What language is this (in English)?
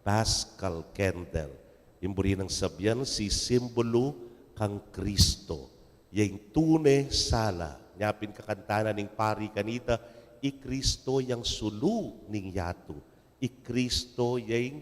Pampanga